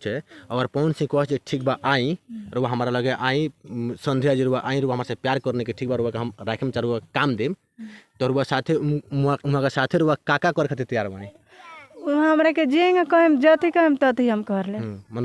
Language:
Bhojpuri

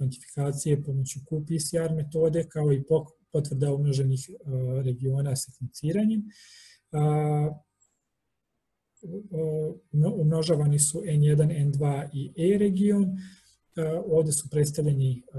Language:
Serbian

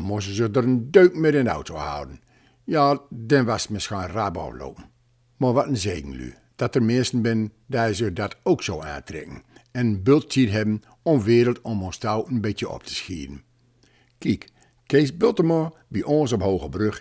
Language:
Gronings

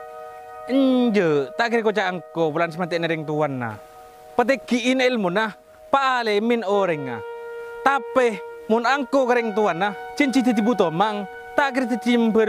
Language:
Madurese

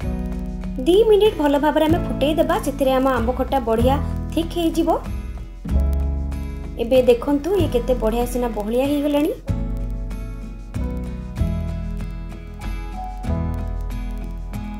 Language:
Odia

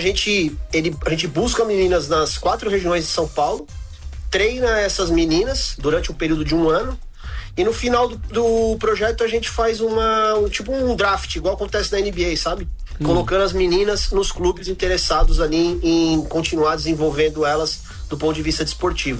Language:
Portuguese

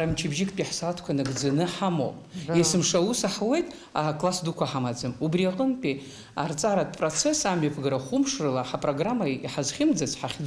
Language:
Abkhazian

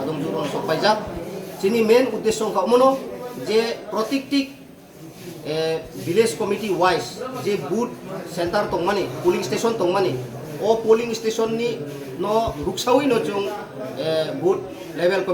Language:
Kok Borok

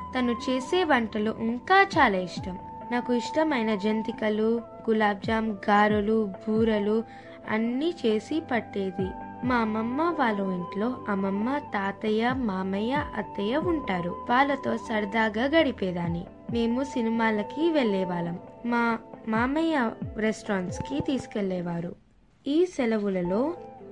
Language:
Telugu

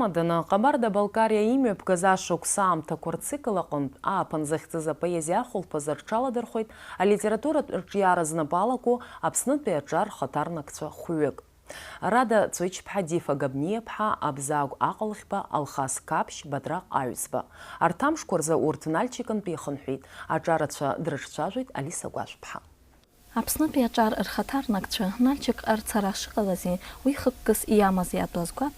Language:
Abkhazian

